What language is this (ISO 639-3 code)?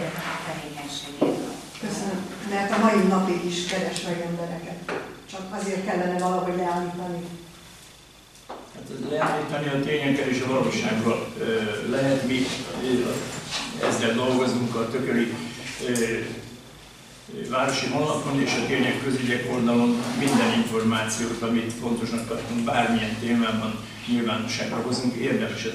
hun